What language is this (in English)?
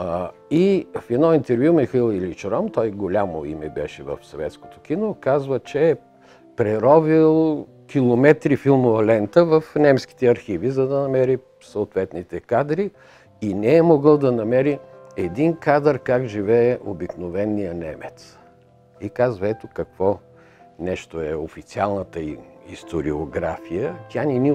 Bulgarian